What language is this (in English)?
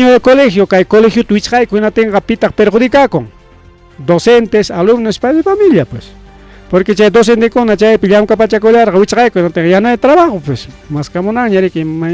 Ayacucho Quechua